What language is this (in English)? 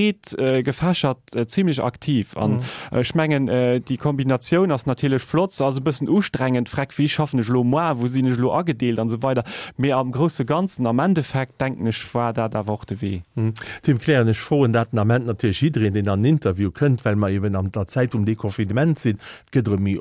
Luxembourgish